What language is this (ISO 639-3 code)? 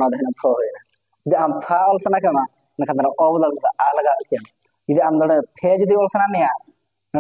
sat